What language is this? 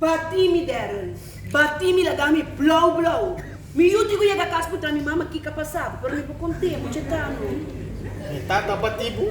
Papiamento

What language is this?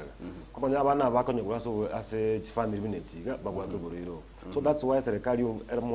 Gusii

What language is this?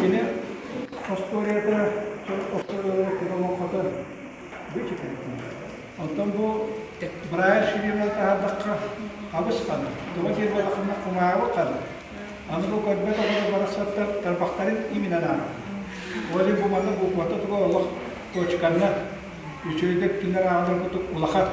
Yakut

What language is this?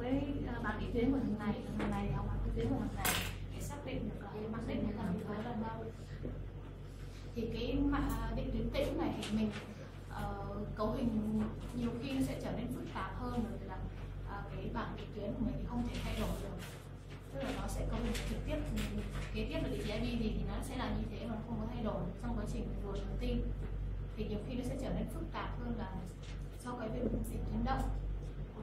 Vietnamese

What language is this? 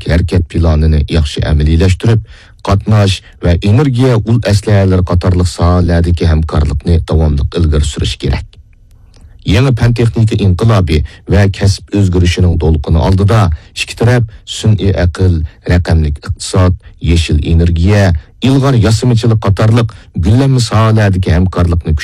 Uyghur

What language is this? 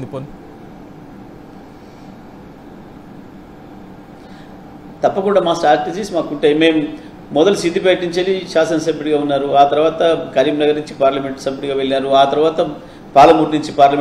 Telugu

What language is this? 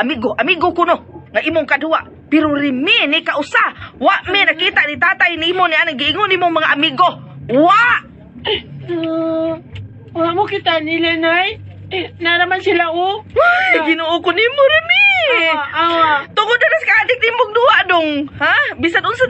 Cebuano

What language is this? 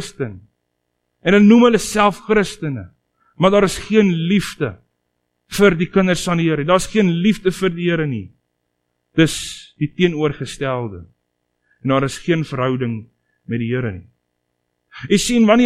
Afrikaans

